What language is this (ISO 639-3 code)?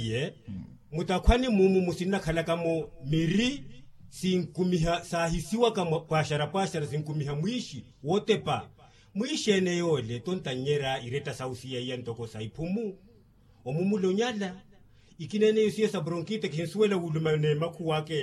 vmw